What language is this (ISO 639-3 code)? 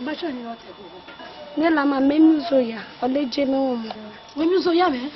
ish